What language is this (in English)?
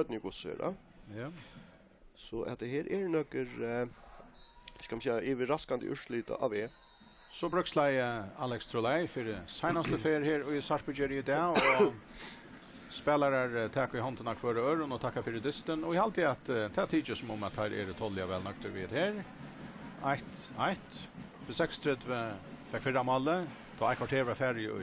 Faroese